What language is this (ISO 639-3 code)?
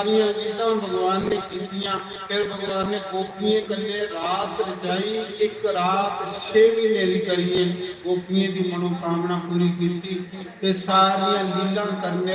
doi